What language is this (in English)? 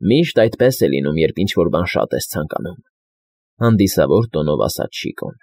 Armenian